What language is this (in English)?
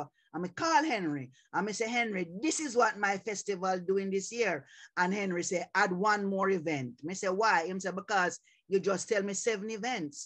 Jamaican Creole English